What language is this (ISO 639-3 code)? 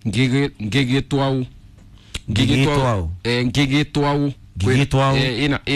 kik